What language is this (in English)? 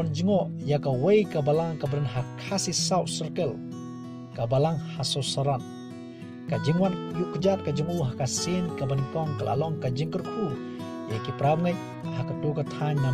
Khasi